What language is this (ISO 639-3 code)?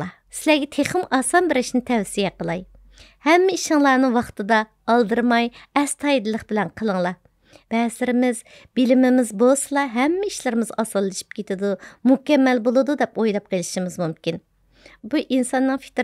uig